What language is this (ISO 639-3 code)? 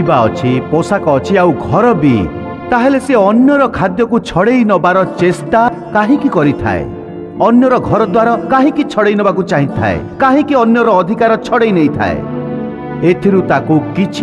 ori